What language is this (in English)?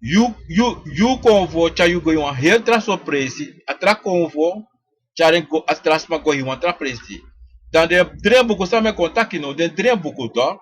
Sranan Tongo